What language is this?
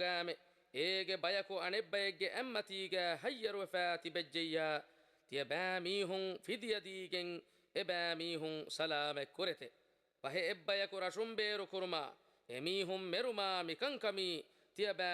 Divehi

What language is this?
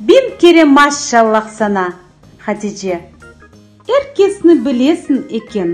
Crimean Tatar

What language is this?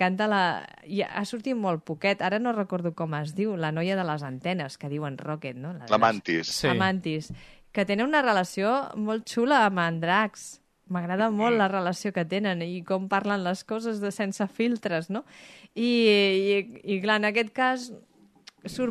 Catalan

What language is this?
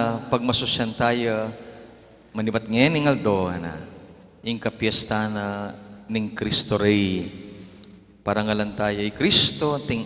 Pampanga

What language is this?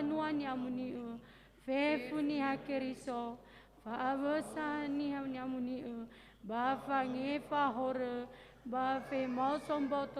Nias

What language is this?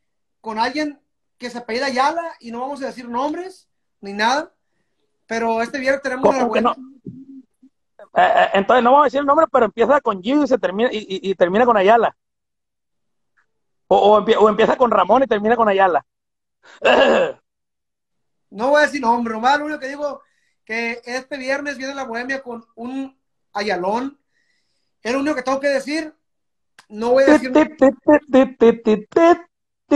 Spanish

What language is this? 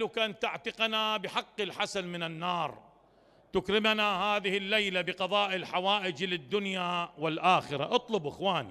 Mesopotamian Arabic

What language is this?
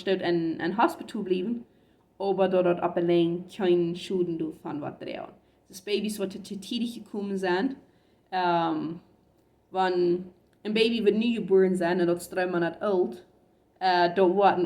Plautdietsch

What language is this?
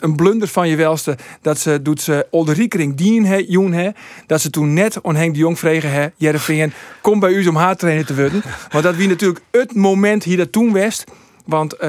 Western Frisian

